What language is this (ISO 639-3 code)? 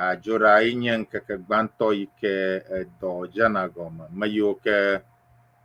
ewe